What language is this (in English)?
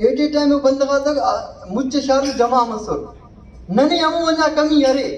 Brahui